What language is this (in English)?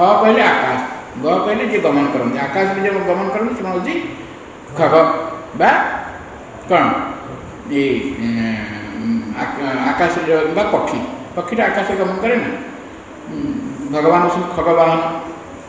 Odia